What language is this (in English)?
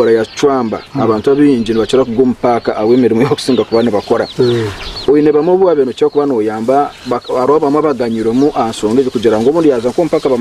Nyankole